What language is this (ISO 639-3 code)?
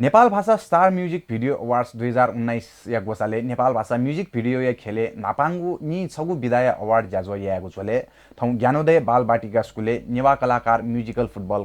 new